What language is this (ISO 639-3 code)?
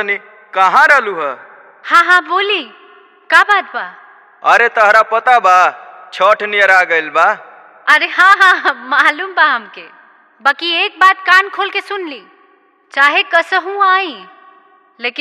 bho